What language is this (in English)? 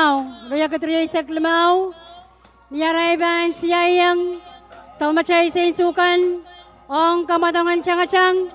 Pohnpeian